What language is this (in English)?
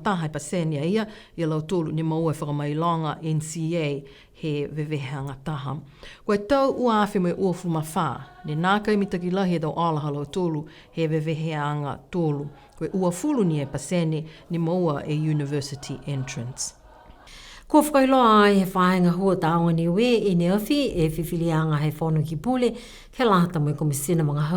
Niuean